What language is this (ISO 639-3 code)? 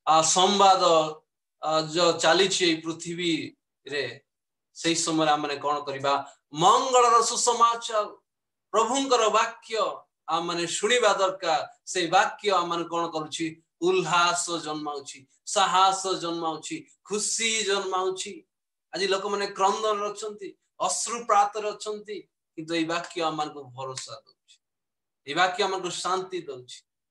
ori